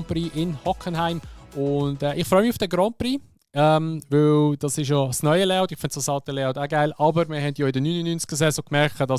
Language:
Swiss German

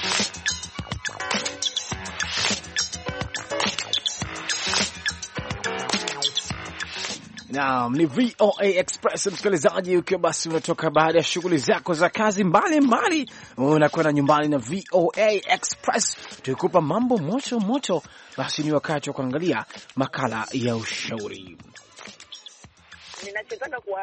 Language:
Swahili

